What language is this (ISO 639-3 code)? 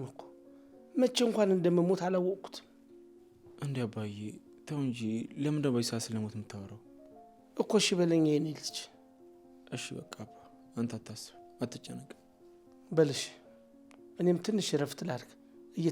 amh